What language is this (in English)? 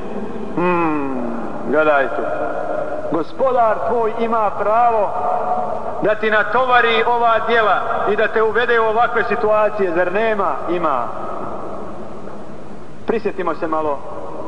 Bosnian